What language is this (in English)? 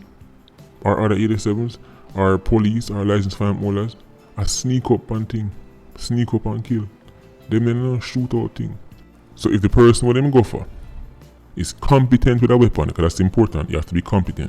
Jamaican Creole English